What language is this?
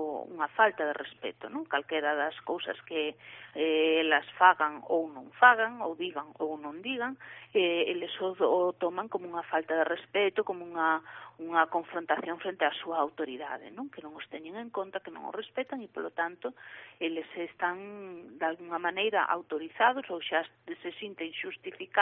Galician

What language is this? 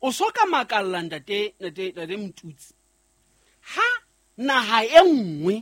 Southern Sotho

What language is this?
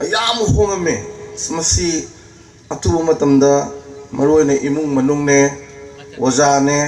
Manipuri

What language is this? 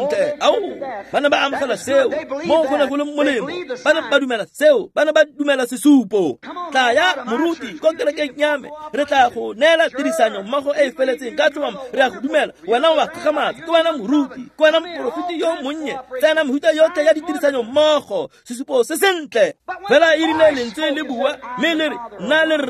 Tswana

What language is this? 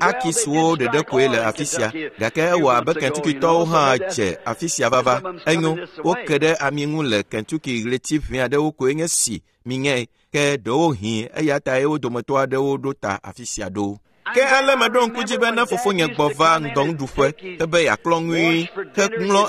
Ewe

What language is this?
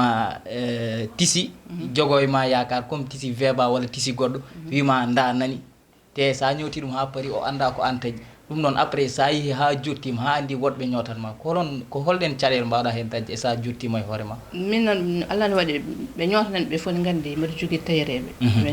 Fula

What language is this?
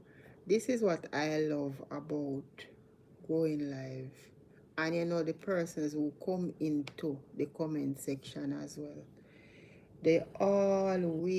Jamaican Creole English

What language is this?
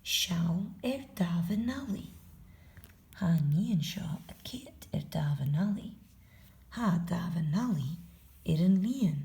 Scottish Gaelic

